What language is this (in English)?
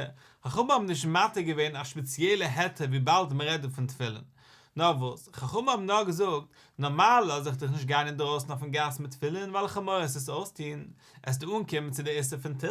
Yiddish